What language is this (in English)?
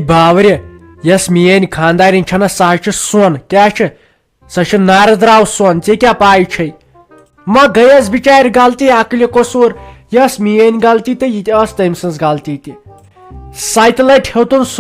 Kashmiri